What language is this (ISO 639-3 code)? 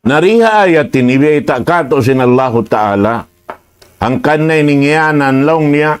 tsg